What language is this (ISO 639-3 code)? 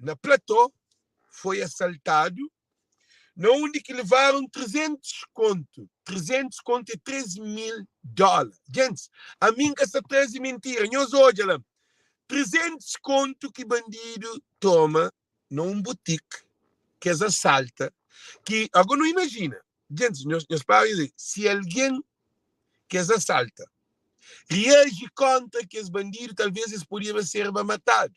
kea